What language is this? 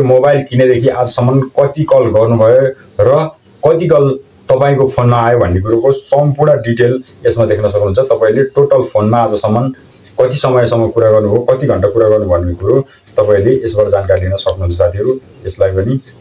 Nepali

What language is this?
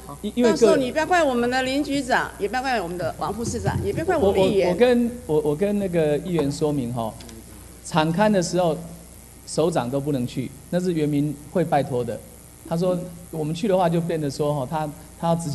Chinese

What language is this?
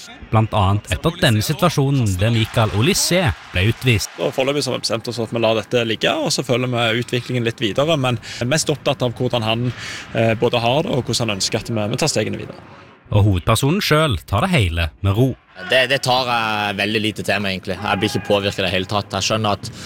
Norwegian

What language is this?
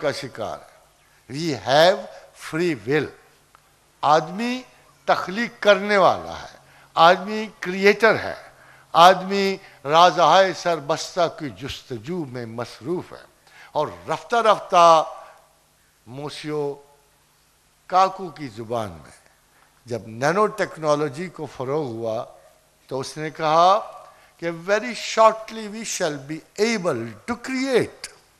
Urdu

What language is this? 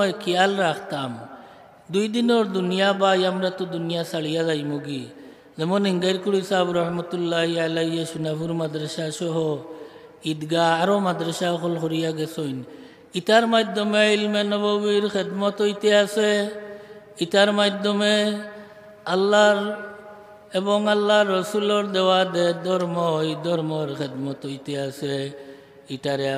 Sylheti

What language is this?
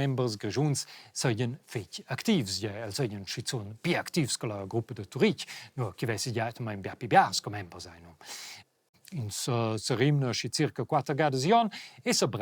Romansh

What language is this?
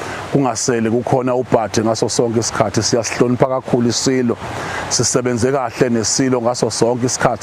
Zulu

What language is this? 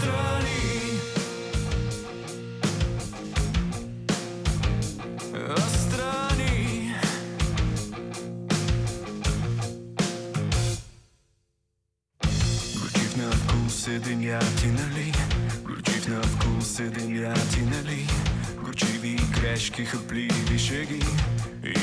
Bulgarian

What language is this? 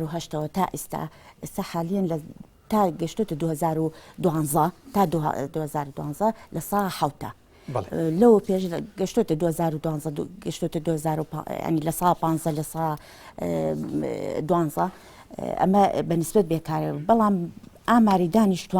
Central Kurdish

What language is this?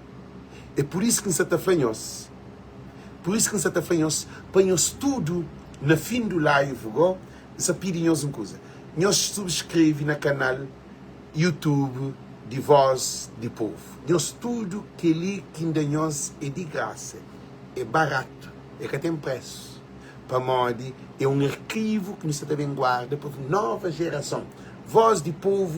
Kabuverdianu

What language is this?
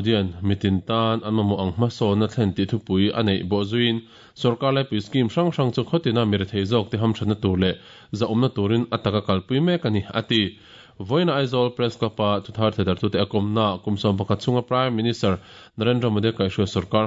Mizo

